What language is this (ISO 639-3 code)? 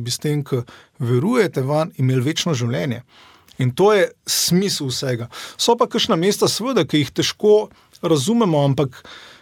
slv